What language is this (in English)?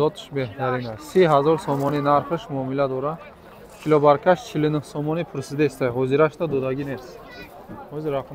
Tajik